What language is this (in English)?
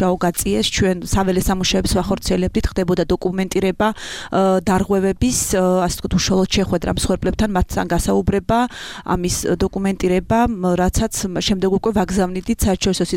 Georgian